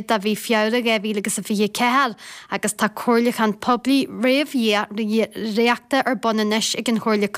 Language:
Irish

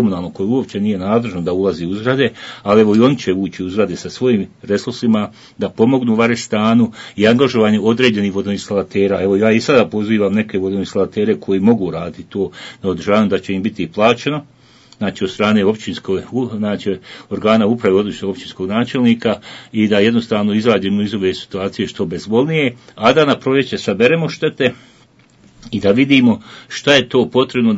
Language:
Bosnian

